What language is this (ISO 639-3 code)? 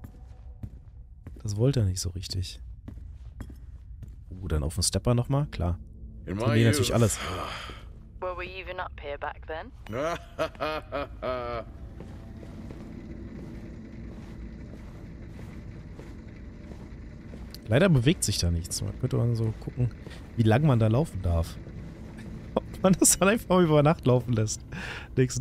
deu